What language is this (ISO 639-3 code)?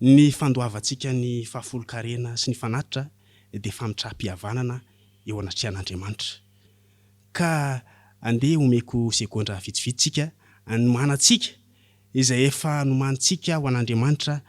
mlg